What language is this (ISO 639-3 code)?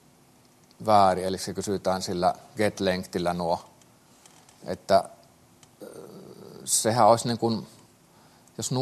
fin